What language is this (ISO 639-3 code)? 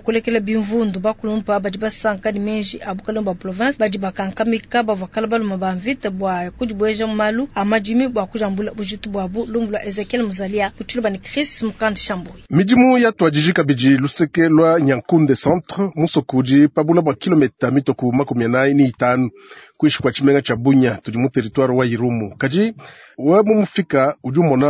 lua